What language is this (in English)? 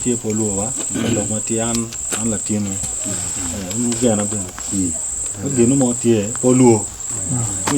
Acoli